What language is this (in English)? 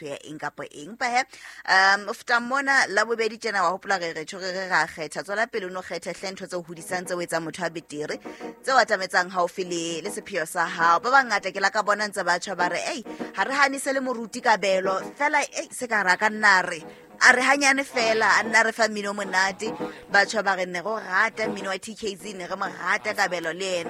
Southern Sotho